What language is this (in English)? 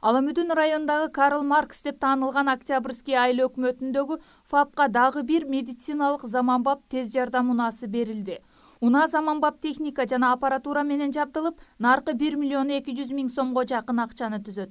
Kyrgyz